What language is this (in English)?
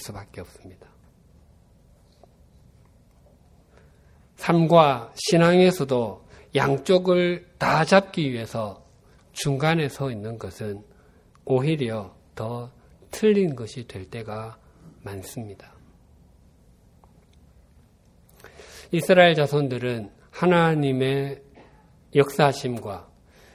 Korean